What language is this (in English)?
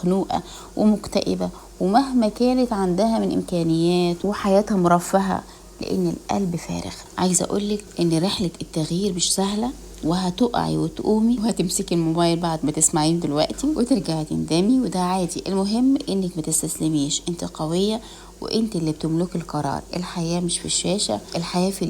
Egyptian Arabic